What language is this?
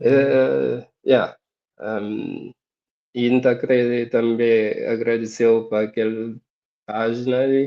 Kabuverdianu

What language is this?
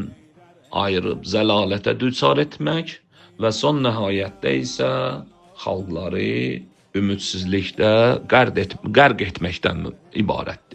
Azerbaijani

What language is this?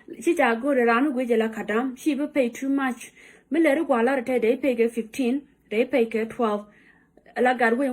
Nuer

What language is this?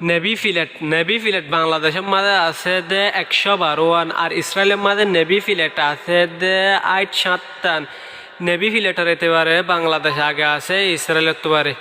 Rohingya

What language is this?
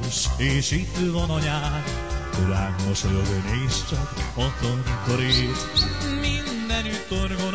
Hungarian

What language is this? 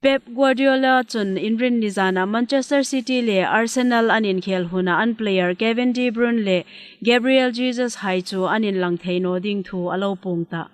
Hmar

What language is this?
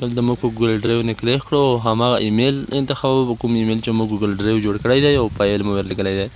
Pashto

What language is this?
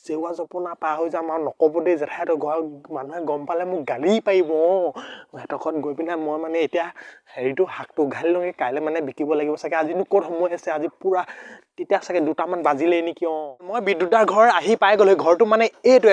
Assamese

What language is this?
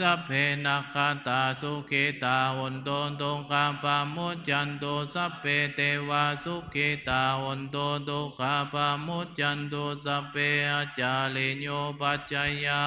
Pali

